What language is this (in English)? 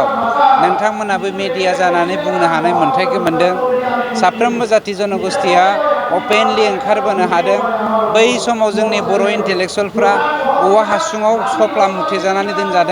Bodo